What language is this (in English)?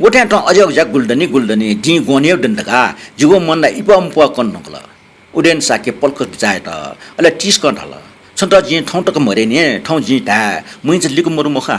Newari